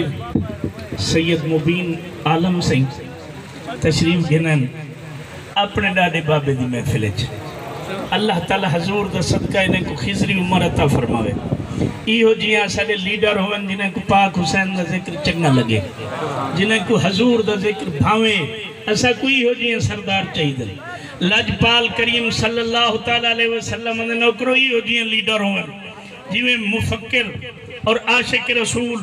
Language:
Saraiki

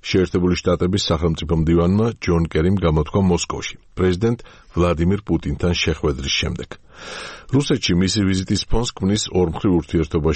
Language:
Georgian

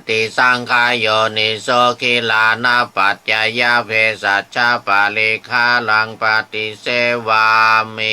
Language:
Pali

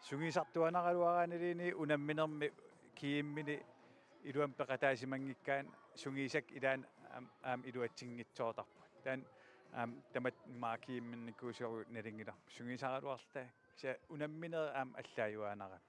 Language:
Kalaallisut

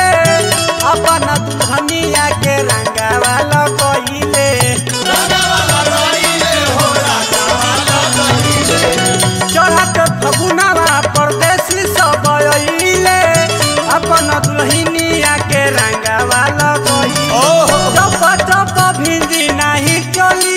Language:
Bhojpuri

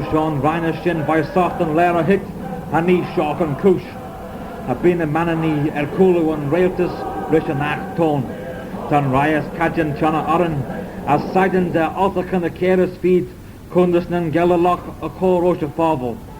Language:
Manx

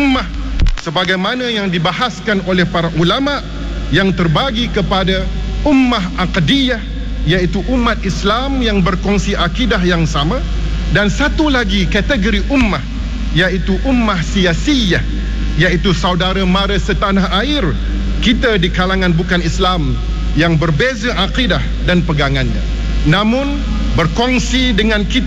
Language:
Malay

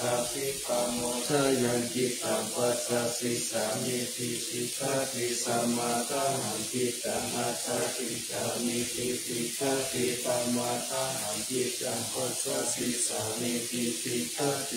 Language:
Pali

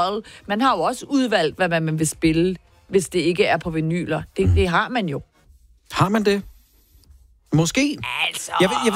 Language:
Danish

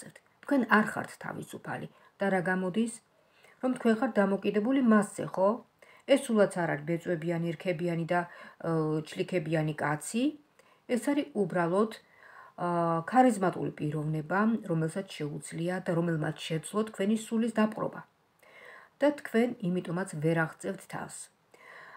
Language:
Georgian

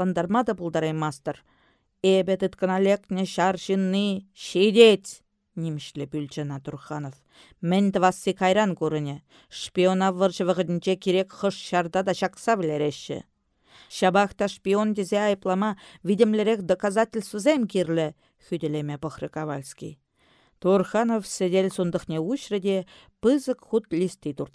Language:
Chuvash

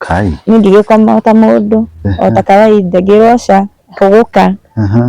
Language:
Kikuyu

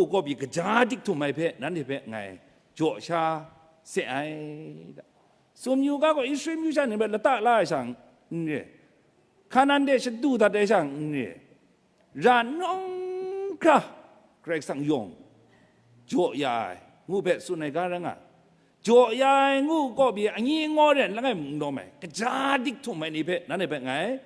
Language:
Kachin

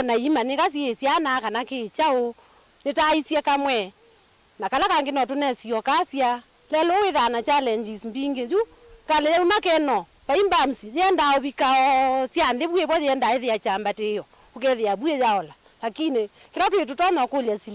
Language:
Kamba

